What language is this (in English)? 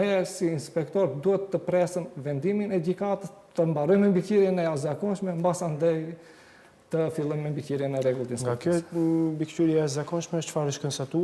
Albanian